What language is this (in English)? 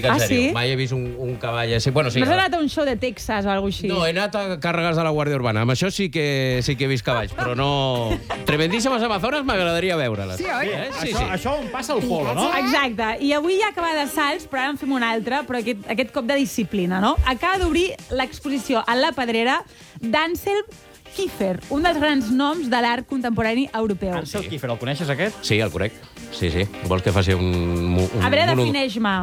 Catalan